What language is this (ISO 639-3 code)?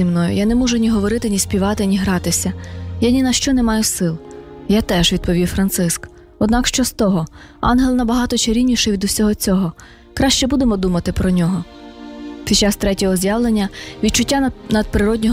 ukr